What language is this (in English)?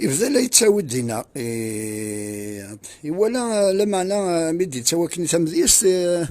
Kabyle